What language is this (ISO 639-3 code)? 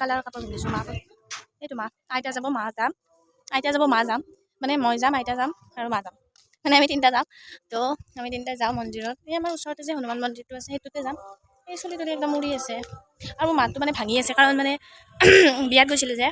asm